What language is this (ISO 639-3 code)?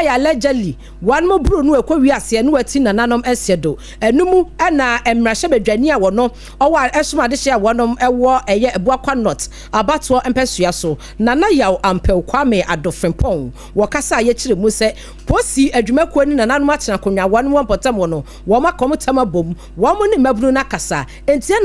aka